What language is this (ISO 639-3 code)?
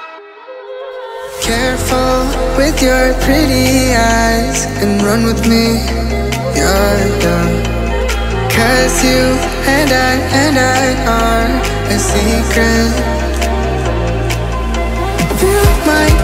eng